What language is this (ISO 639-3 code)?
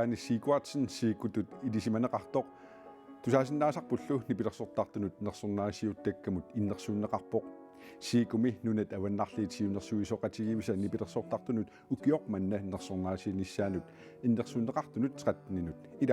kal